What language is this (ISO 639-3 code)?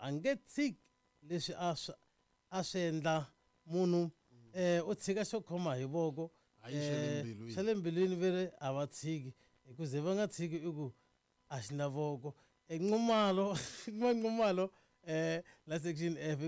tso